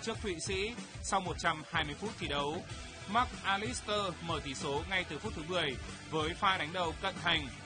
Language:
Vietnamese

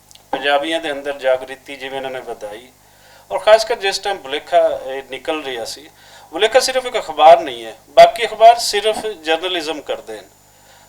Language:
Western Panjabi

